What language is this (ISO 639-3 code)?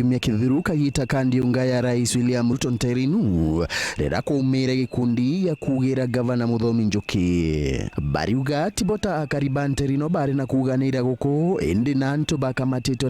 mer